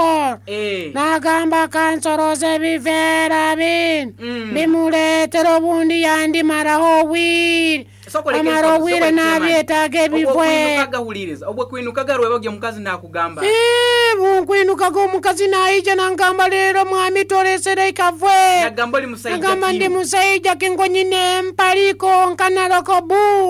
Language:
Nyoro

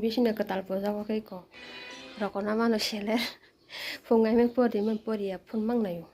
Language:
Kok Borok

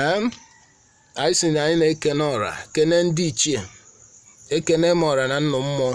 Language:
Igbo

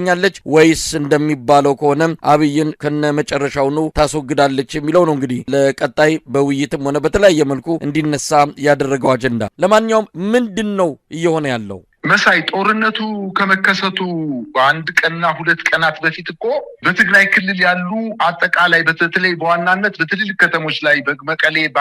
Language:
Amharic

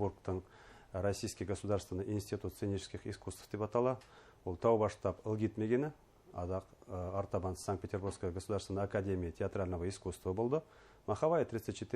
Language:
Bashkir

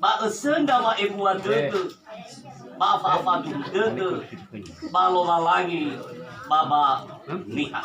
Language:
Nias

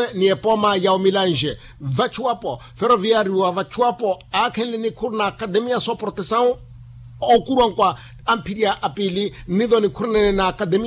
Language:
Makhuwa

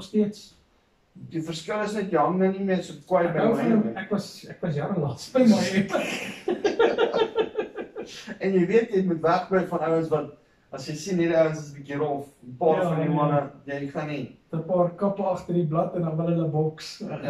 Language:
Afrikaans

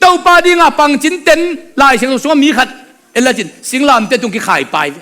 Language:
Tedim Chin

